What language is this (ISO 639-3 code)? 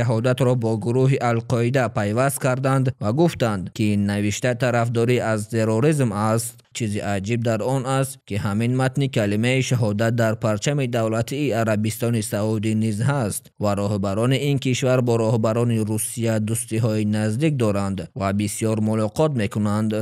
tgk